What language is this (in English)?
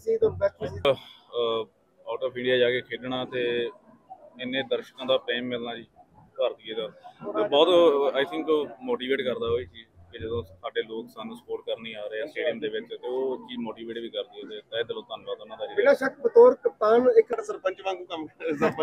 Punjabi